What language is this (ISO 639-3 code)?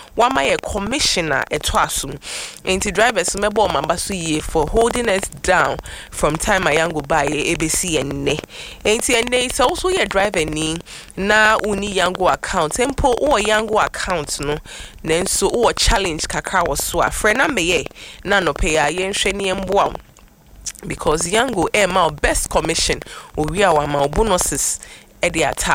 aka